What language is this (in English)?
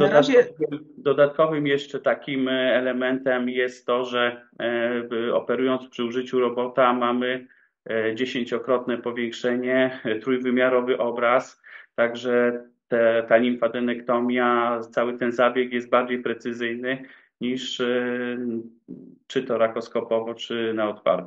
Polish